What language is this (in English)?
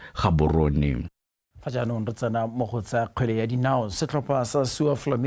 Tswana